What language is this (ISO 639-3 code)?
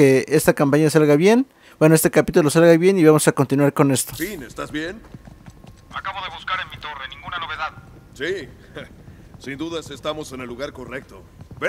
spa